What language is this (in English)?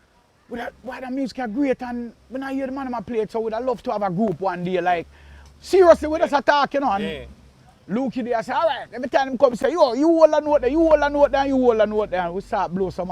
Jamaican Creole English